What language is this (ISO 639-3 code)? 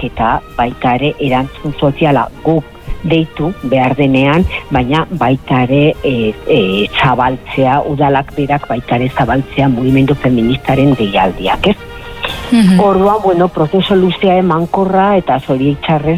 eus